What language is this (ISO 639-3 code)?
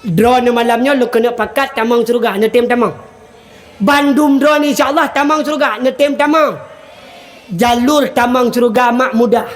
ace